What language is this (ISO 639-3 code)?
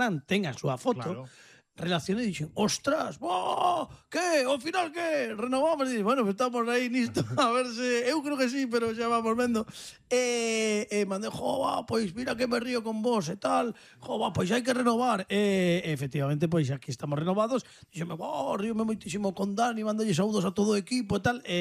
glg